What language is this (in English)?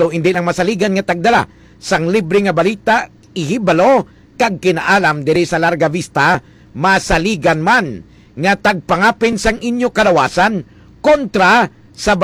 Hiligaynon